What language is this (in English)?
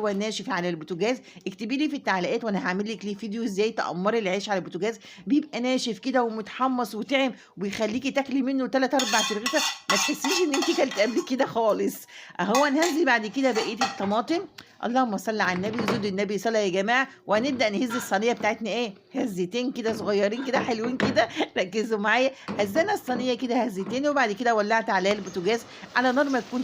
Egyptian Arabic